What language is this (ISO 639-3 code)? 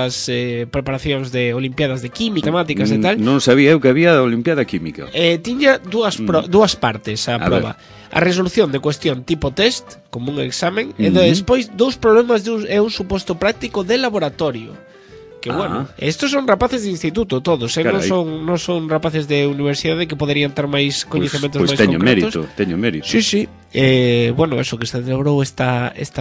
glg